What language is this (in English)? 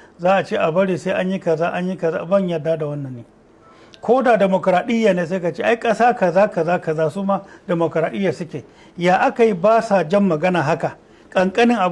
Hausa